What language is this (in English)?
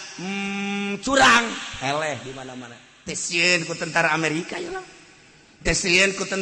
Sundanese